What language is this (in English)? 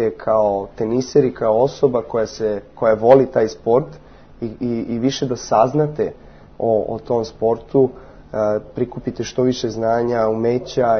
Serbian